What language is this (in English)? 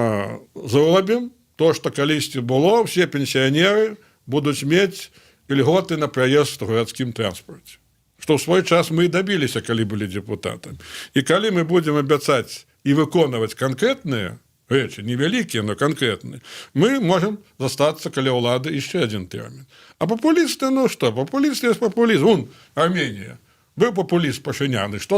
Belarusian